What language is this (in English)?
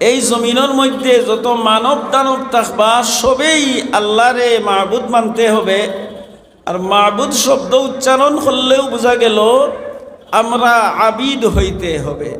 Sylheti